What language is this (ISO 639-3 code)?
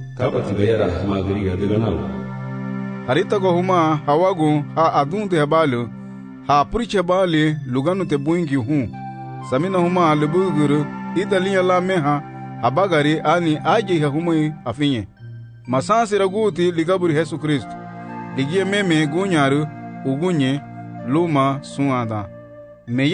cab